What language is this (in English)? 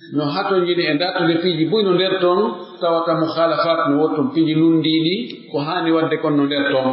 Pular